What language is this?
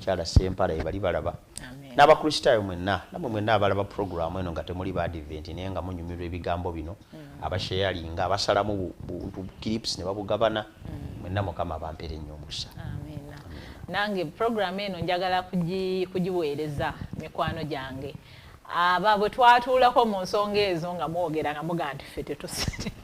Ganda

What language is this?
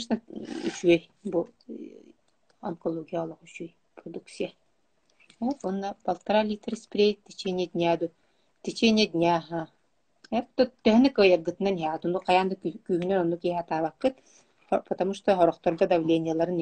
Yakut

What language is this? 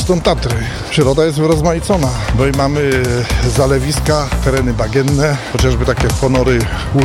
Polish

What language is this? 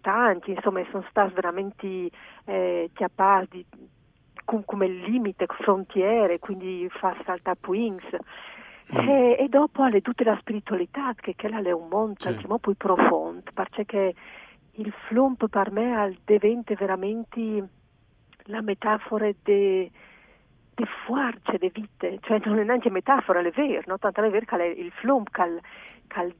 Friulian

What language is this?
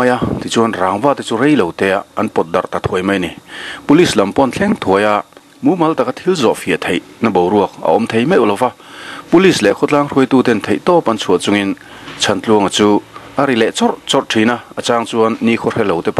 Mizo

